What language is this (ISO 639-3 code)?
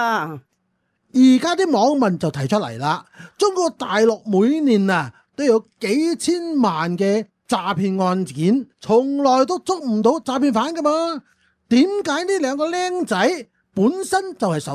yue